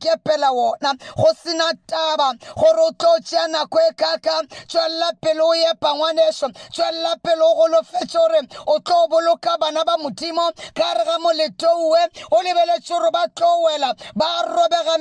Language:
Northern Sotho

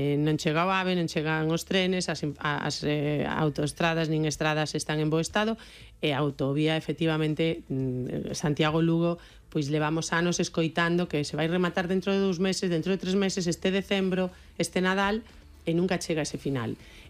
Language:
Galician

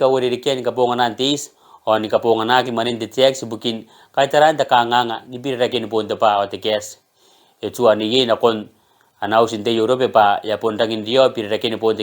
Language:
Gilbertese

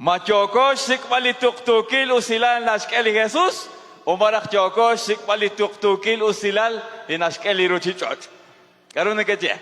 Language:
Kekchí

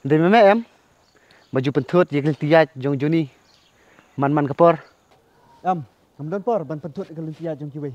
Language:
Khasi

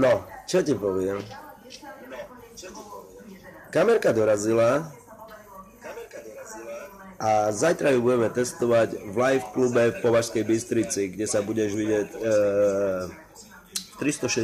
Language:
Slovak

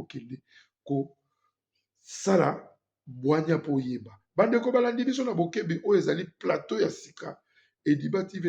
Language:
Lingala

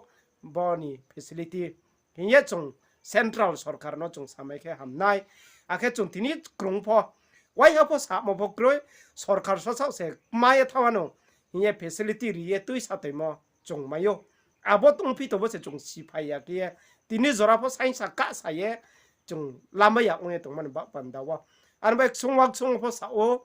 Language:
Riang (India)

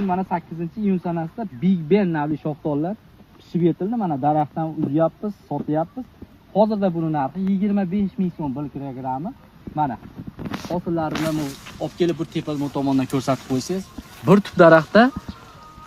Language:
Uzbek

